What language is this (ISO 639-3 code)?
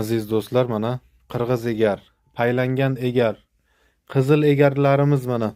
uzb